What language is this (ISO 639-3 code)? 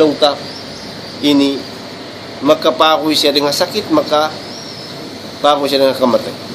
tsg